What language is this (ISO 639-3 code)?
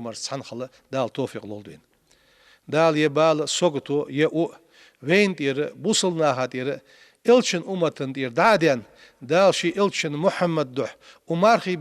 inh